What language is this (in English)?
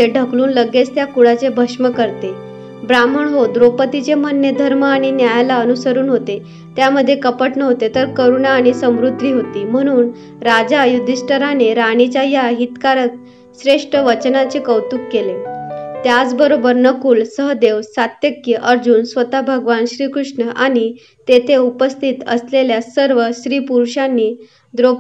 Marathi